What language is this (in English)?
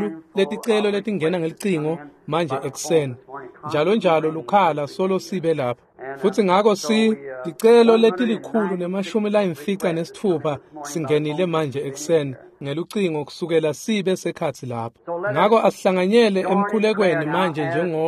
Swati